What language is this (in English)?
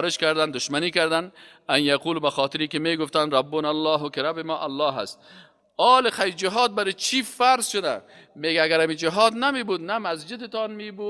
Persian